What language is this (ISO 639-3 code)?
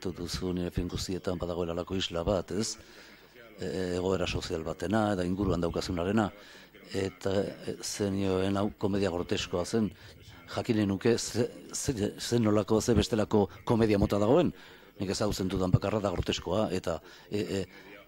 eus